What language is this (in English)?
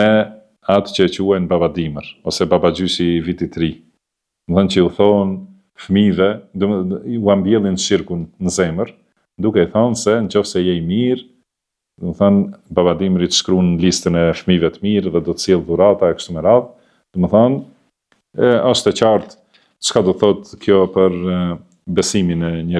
Albanian